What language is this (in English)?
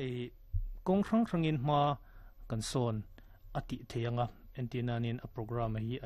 Mizo